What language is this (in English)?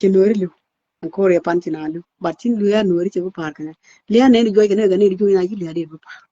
Nuer